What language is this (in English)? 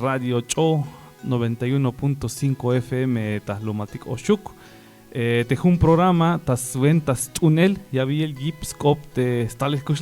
Tzeltal